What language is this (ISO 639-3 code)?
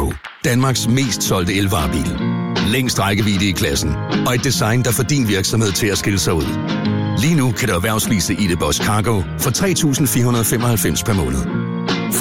dan